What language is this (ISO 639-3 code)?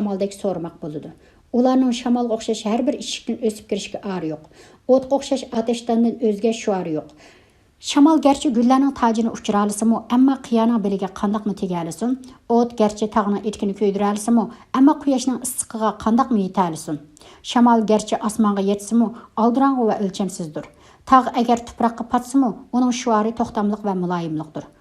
uig